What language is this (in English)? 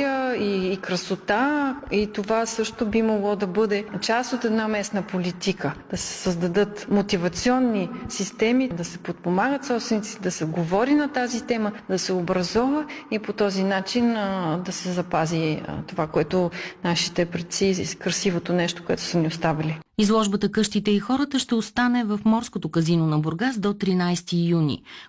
Bulgarian